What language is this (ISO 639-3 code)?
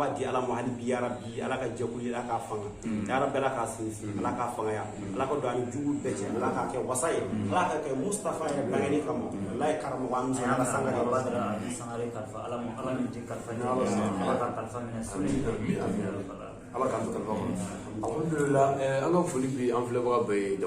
bam